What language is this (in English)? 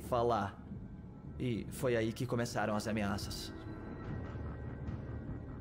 Portuguese